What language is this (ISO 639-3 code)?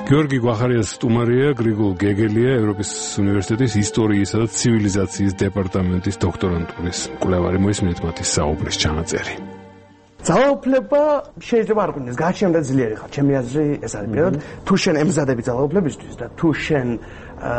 kat